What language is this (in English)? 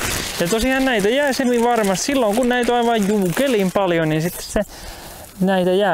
Finnish